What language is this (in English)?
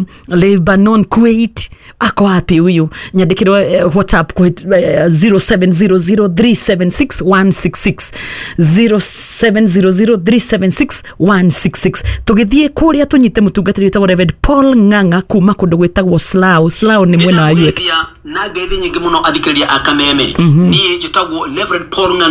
Kikuyu